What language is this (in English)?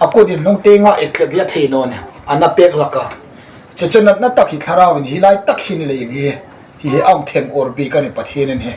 Hmar